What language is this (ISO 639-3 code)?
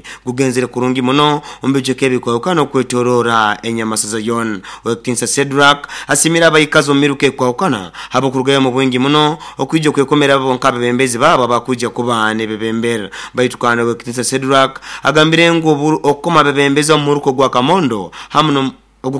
nyo